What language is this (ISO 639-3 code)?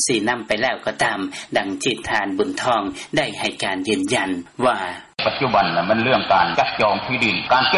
lao